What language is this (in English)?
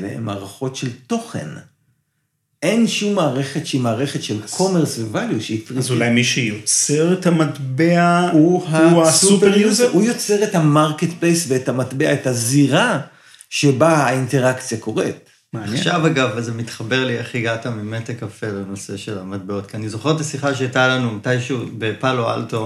Hebrew